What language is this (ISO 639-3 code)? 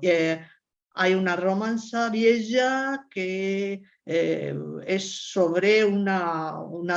lad